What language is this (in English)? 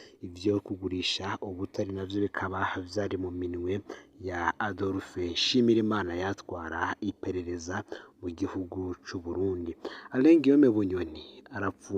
Rundi